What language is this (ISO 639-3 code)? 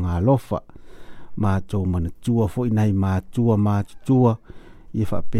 smo